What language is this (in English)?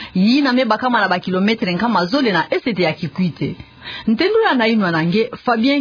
Kituba (Democratic Republic of Congo)